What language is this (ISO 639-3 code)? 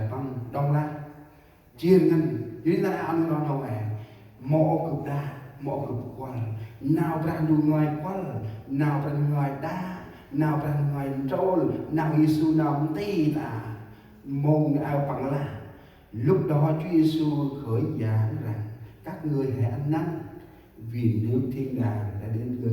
cmo